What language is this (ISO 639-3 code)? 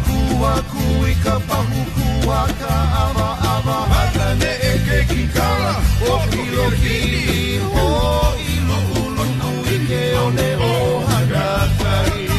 haw